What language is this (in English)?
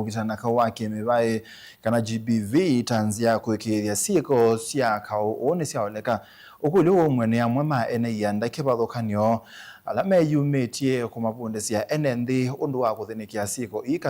Kamba